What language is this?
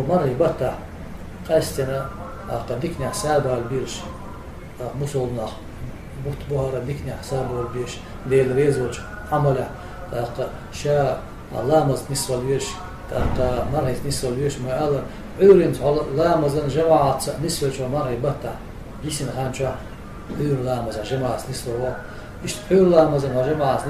Chechen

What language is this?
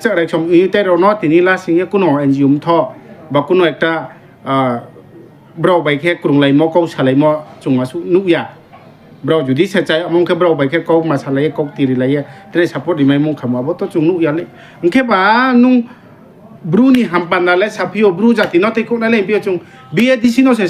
Riang (India)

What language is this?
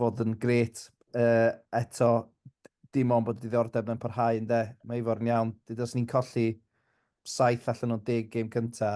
Welsh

